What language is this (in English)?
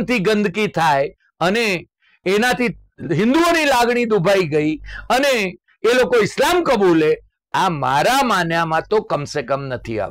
Gujarati